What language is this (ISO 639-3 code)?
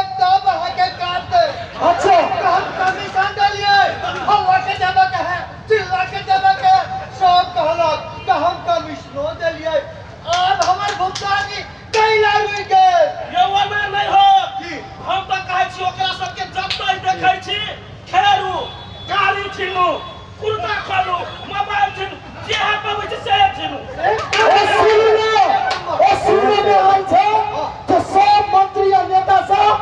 mai